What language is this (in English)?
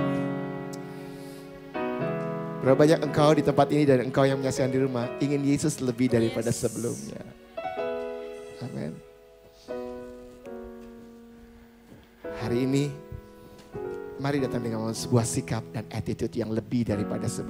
Indonesian